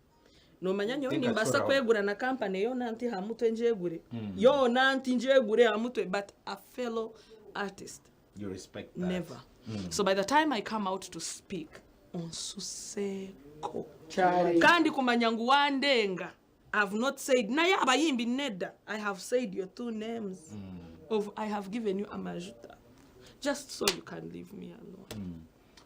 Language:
Nyankole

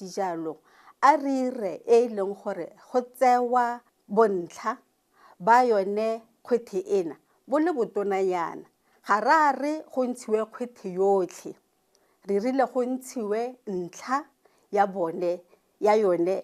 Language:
Tswana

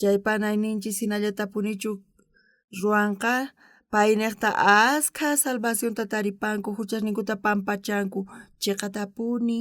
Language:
South Bolivian Quechua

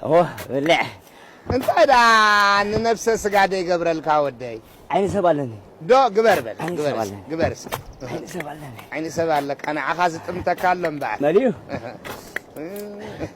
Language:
Tigrinya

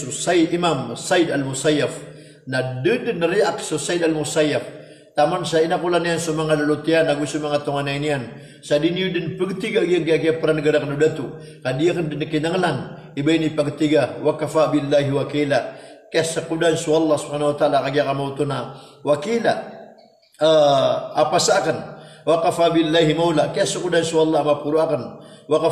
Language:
Maranao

